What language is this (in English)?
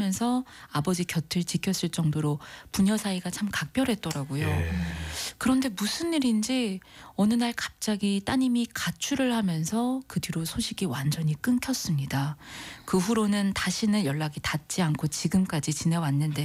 Korean